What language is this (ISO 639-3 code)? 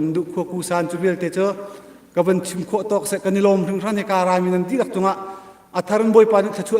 cnh